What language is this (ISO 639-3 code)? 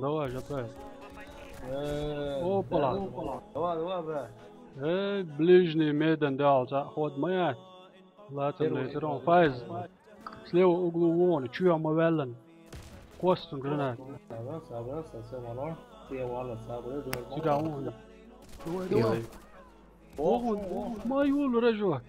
che